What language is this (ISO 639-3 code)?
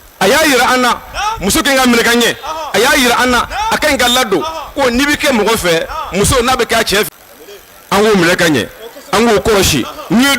bam